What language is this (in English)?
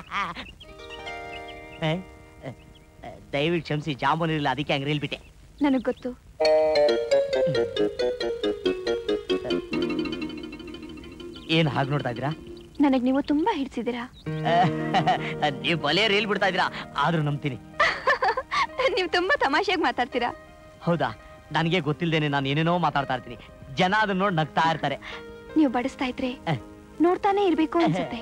Kannada